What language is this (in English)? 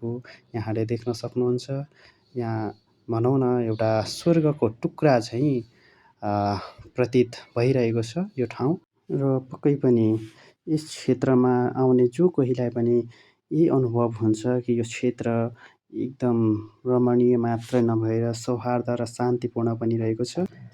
Nepali